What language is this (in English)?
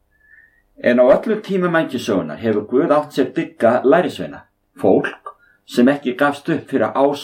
Icelandic